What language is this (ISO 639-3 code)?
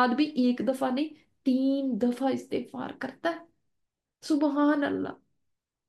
urd